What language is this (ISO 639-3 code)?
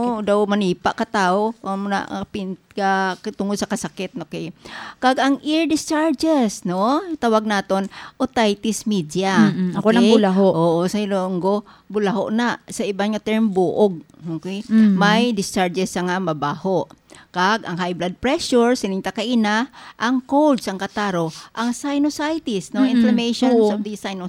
hil